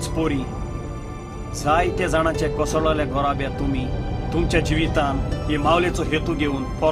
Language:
Konkani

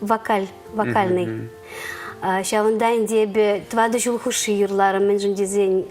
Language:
Chuvash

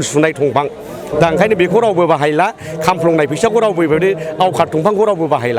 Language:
Bodo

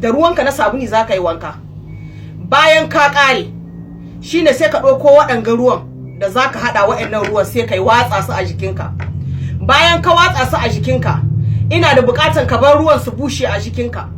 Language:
Hausa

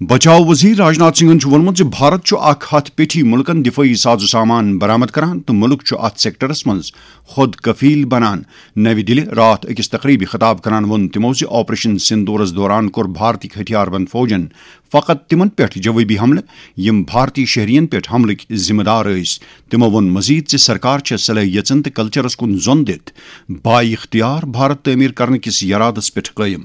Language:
Kashmiri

